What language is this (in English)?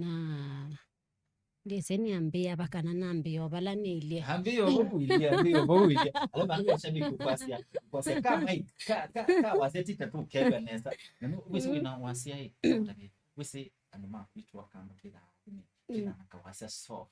Kamba